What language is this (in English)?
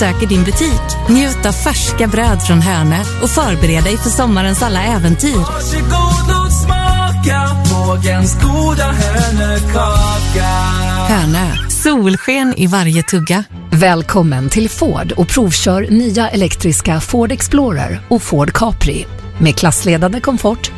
Swedish